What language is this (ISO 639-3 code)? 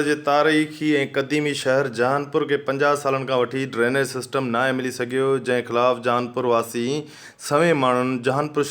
snd